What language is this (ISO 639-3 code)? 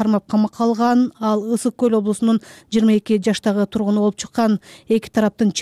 kir